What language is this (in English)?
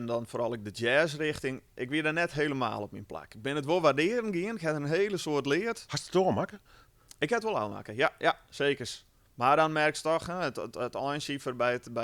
Western Frisian